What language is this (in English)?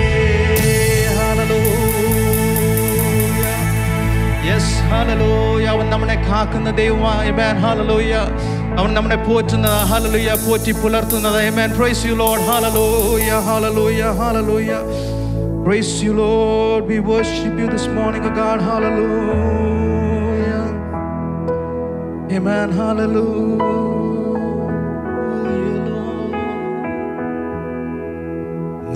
Malayalam